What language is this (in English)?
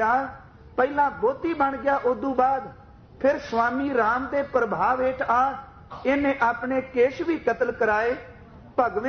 Punjabi